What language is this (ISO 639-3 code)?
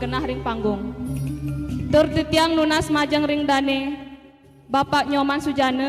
ban